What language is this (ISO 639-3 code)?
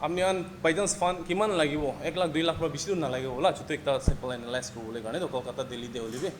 nag